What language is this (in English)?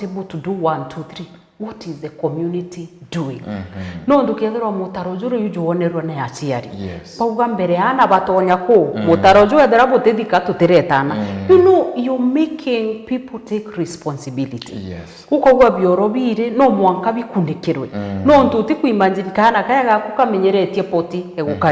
Meru